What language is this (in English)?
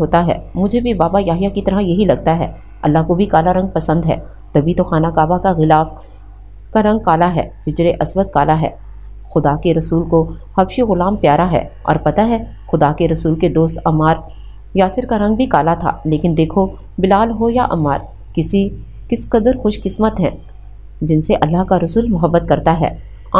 Urdu